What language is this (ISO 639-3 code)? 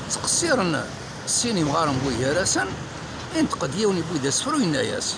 kab